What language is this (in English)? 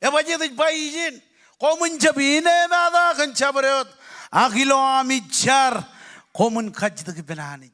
Marshallese